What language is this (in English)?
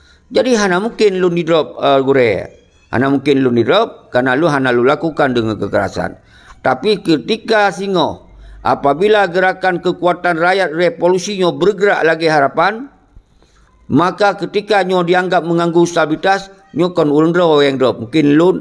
Achinese